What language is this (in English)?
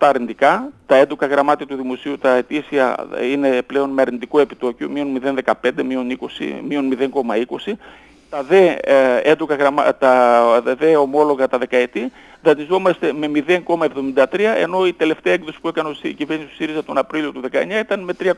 Greek